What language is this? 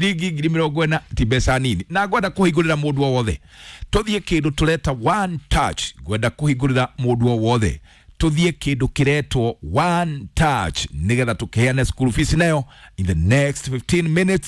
Kikuyu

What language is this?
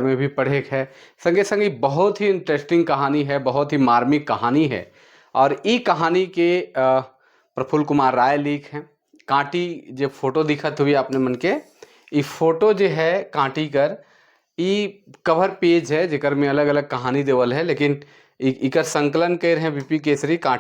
Sadri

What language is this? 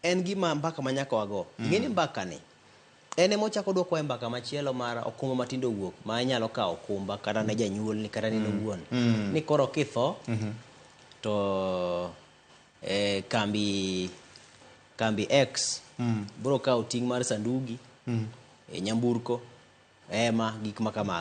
Luo (Kenya and Tanzania)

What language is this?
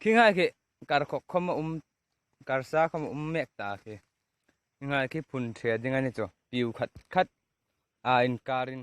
Hmar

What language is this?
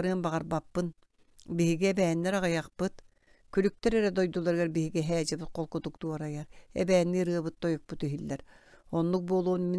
Yakut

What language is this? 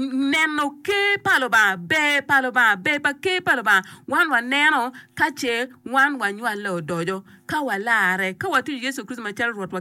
Acoli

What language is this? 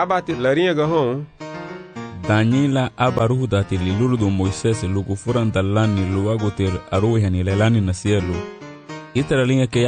Garifuna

